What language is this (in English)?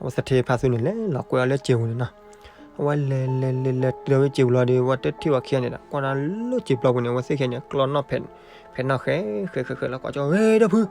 S'gaw Karen